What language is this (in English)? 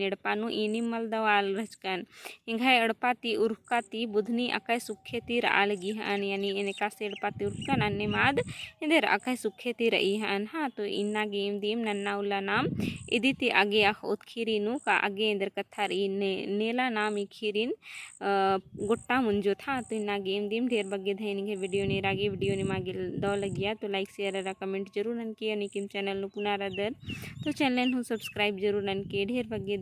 Kurukh